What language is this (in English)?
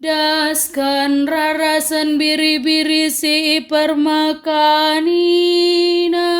Batak Karo